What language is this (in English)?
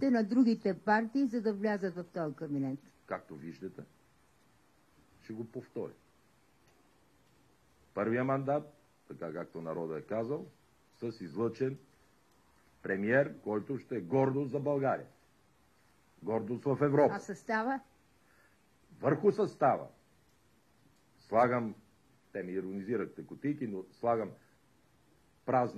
Bulgarian